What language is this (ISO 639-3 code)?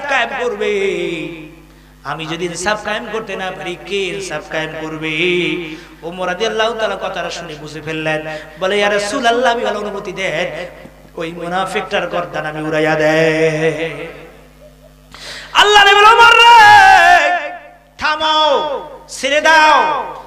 ben